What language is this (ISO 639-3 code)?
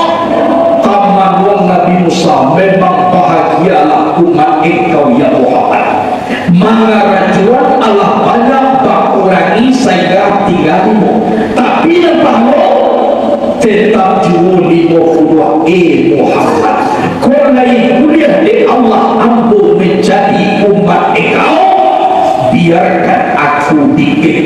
min